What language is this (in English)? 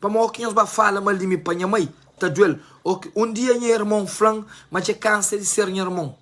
Kabuverdianu